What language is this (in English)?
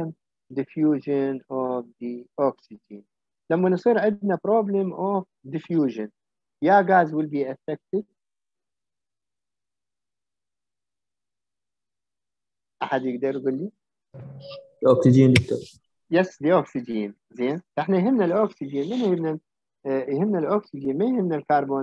Mesopotamian Arabic